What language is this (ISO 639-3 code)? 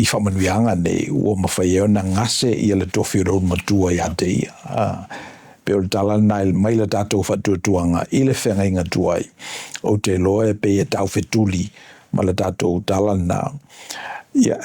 smo